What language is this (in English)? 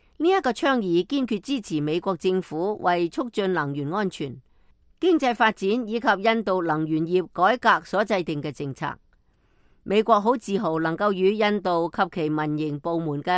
Cantonese